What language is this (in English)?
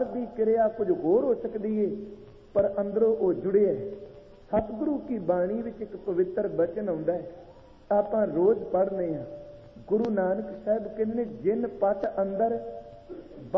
Punjabi